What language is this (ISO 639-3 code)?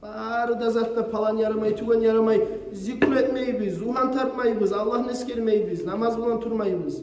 kum